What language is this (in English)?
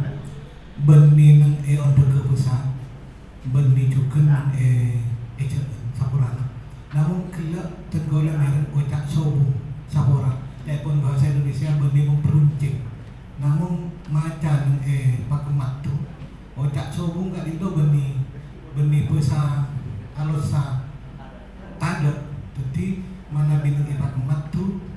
Madurese